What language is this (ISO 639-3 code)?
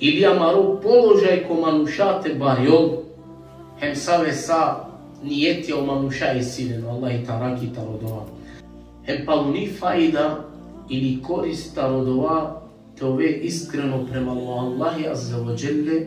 rmn